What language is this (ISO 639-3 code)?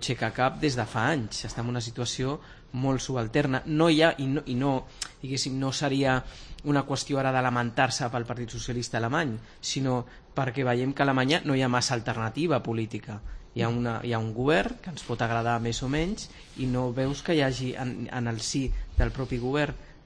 cat